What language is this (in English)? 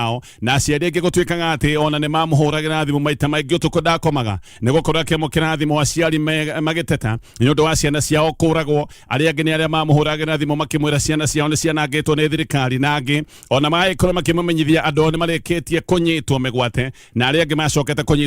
Kikuyu